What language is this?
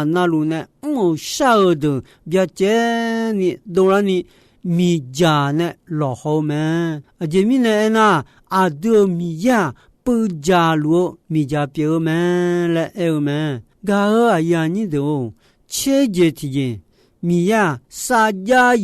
Akha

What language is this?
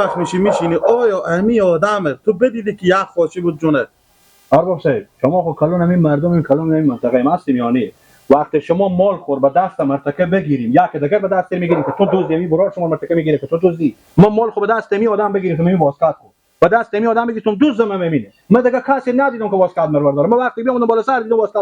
Persian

